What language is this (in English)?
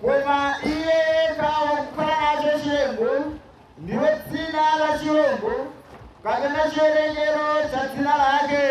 Nyanja